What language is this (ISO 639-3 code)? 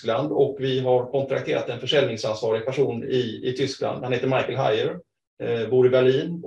swe